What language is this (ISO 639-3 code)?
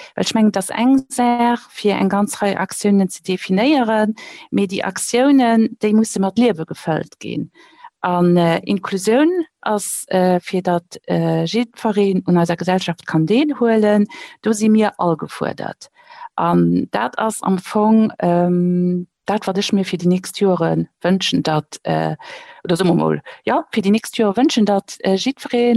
ltz